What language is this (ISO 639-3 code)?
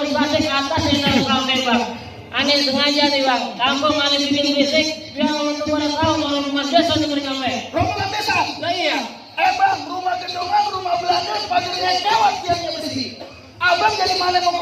bew